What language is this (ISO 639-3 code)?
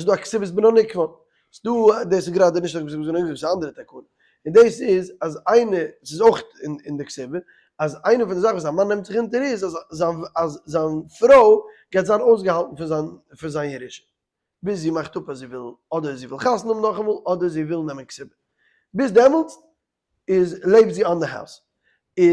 yid